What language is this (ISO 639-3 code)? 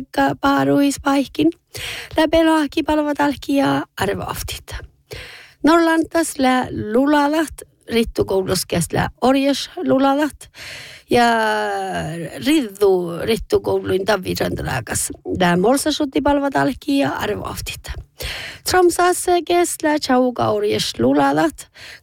sme